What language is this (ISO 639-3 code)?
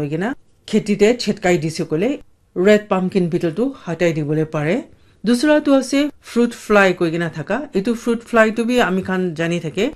nag